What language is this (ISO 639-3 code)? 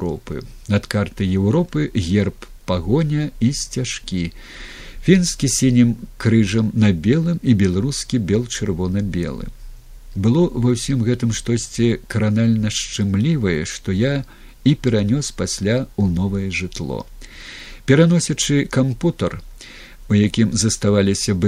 bel